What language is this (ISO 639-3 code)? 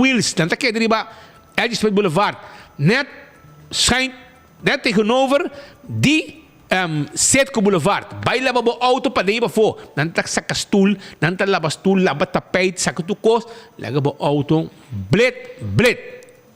pap